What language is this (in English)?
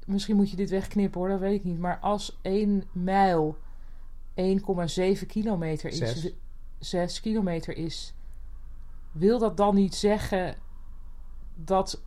Dutch